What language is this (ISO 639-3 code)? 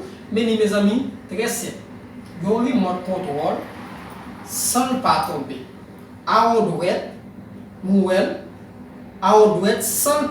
hat